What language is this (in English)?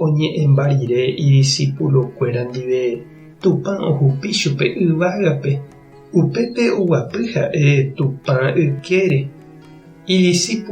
Guarani